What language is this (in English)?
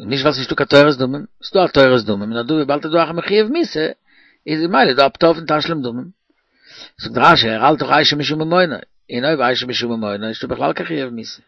Yiddish